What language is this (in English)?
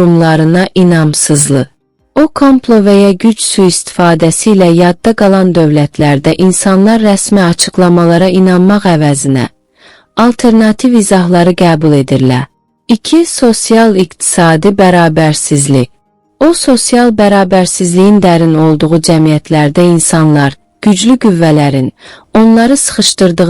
South Azerbaijani